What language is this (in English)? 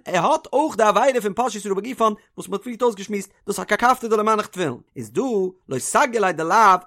Yiddish